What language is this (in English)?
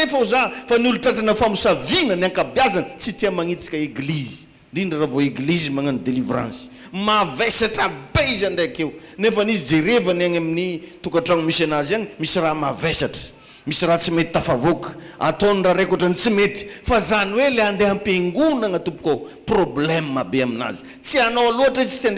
Malagasy